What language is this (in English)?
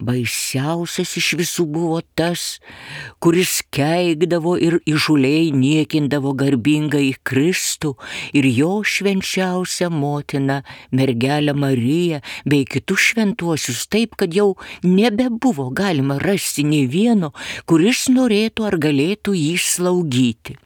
Lithuanian